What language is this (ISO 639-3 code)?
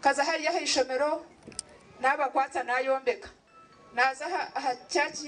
nyn